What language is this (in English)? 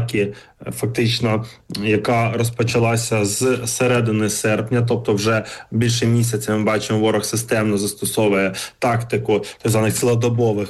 Ukrainian